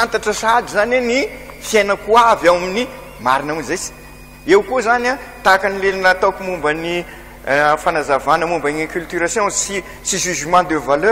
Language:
Malagasy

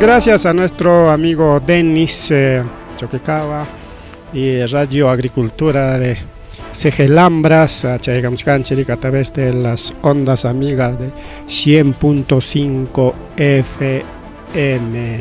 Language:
Ayacucho Quechua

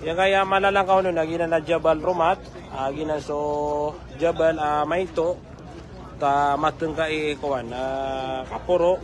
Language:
Maranao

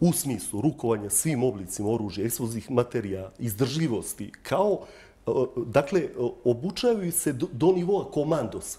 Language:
Bosnian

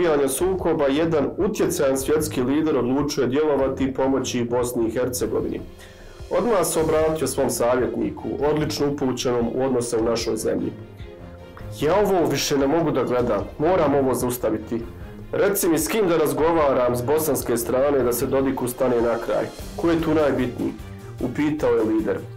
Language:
Bosnian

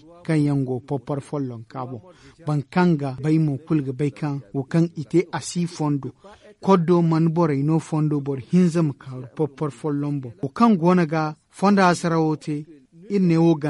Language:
Zarma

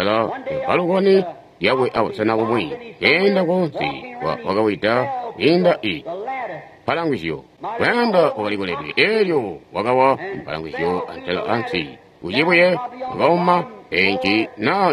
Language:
Tonga (Zambia)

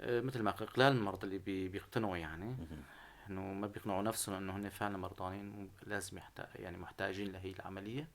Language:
North Levantine Arabic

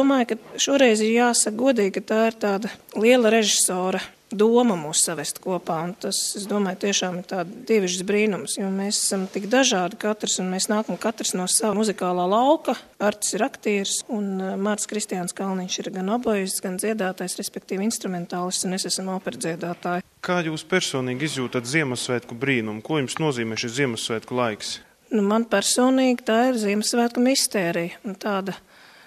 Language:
Latvian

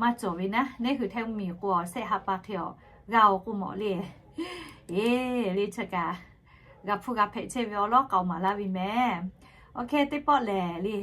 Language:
Lahu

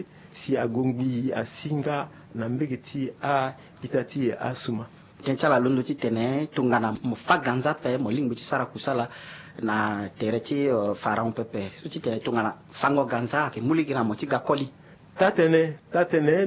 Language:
Sango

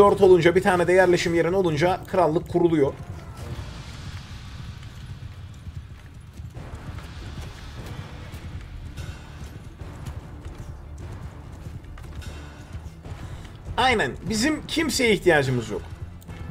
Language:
Turkish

